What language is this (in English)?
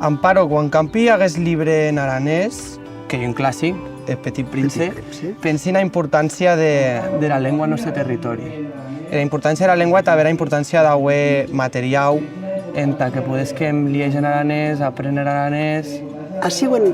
Occitan